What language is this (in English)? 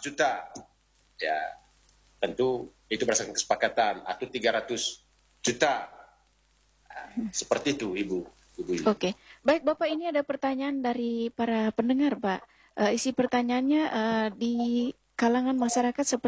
Indonesian